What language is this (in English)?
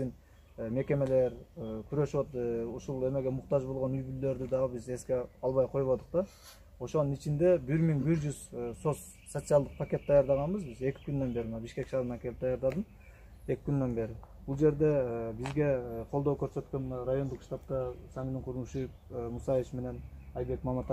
Kyrgyz